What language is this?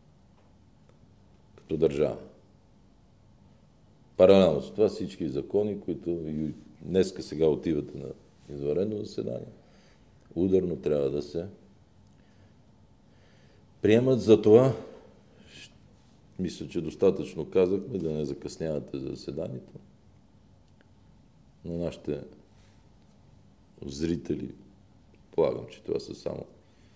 Bulgarian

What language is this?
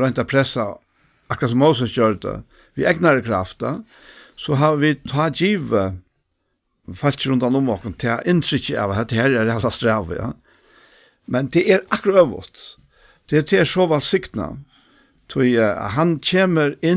Faroese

